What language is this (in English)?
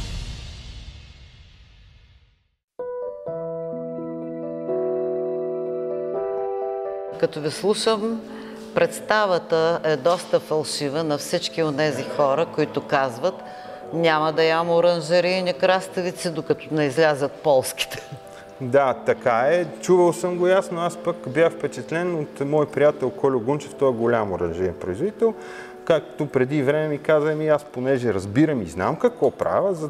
Bulgarian